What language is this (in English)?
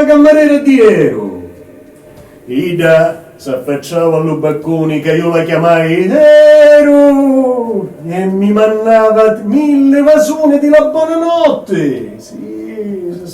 Sicilian